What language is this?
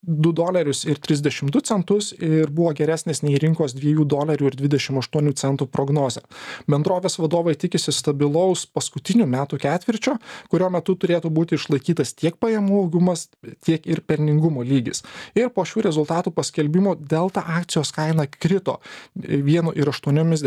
Lithuanian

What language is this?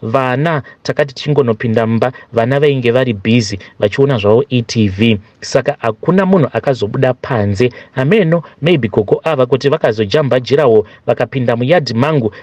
Shona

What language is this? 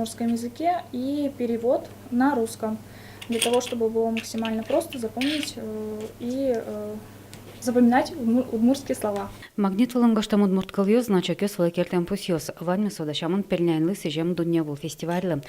Udmurt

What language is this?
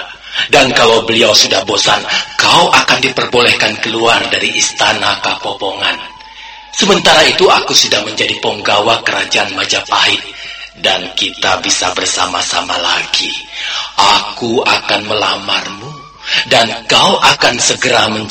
Indonesian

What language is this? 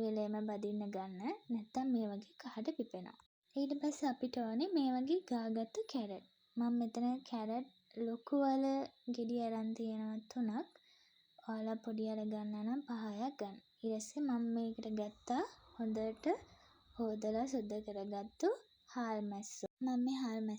Sinhala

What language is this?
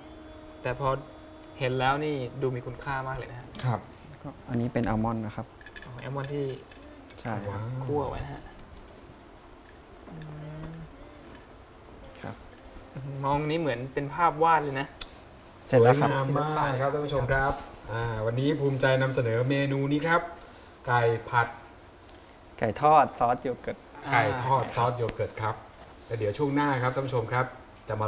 Thai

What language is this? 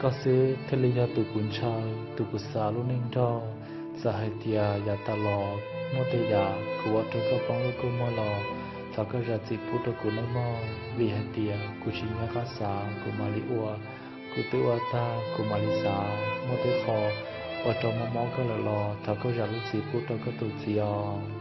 Hmong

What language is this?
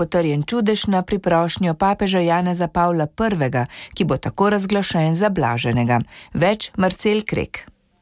Slovenian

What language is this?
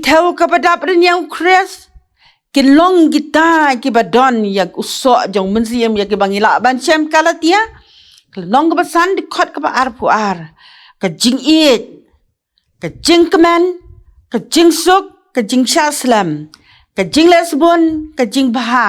Khasi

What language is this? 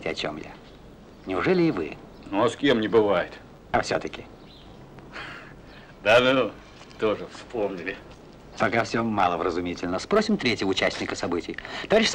Russian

